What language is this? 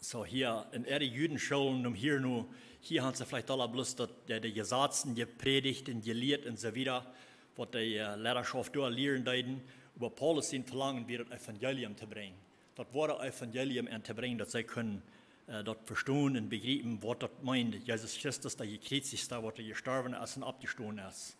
Plautdietsch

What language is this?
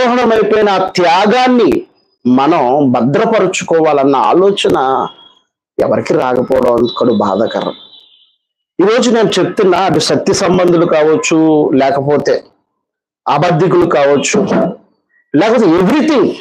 Telugu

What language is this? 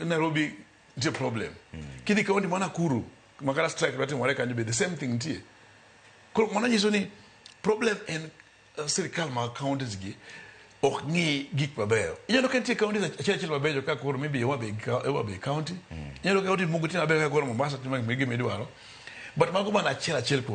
Luo (Kenya and Tanzania)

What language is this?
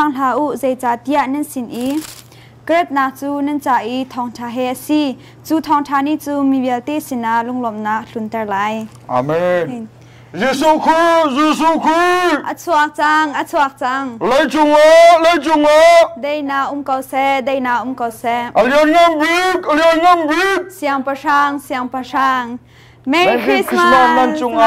Hakha Chin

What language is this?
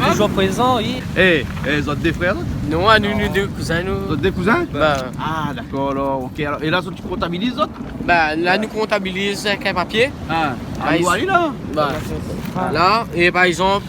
Réunion Creole French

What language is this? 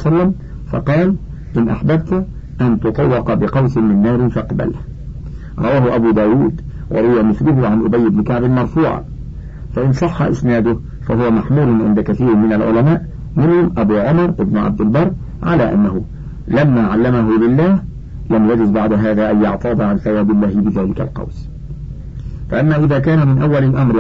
Arabic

